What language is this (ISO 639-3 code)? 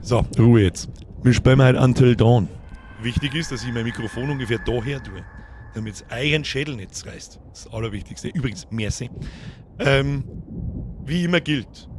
bar